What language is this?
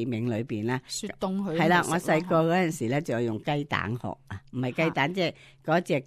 Cantonese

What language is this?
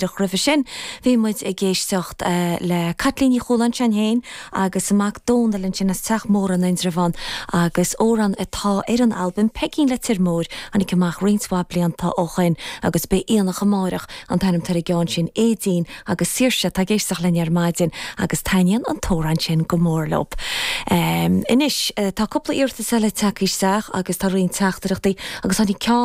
Irish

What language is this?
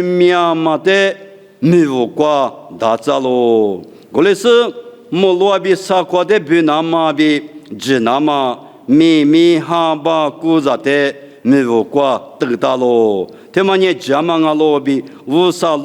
Lisu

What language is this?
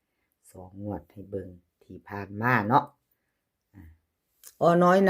Northeastern Thai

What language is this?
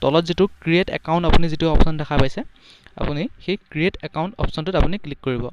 Assamese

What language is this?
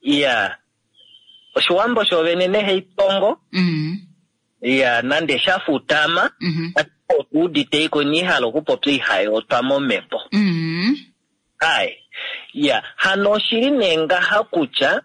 Kuanyama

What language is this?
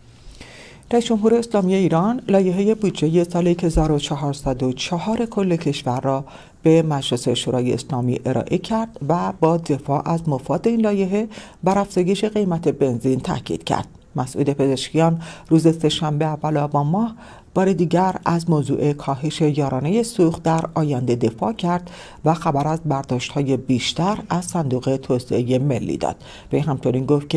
Persian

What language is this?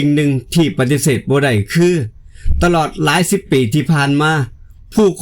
Northeastern Thai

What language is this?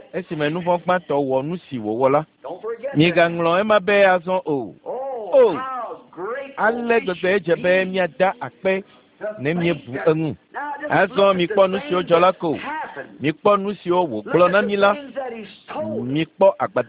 Ewe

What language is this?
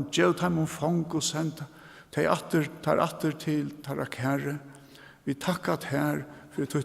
Faroese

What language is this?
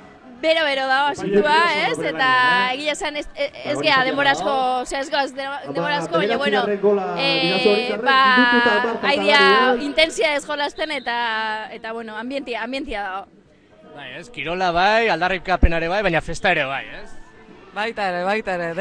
Basque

